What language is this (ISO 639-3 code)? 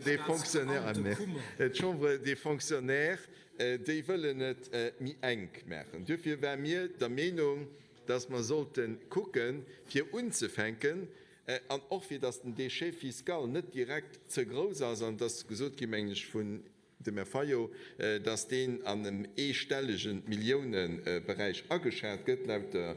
ltz